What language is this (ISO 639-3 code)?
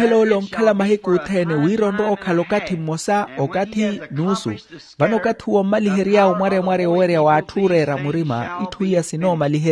vmw